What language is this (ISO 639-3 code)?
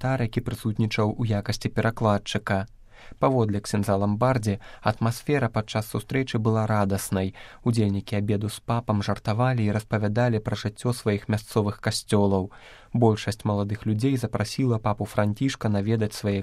bel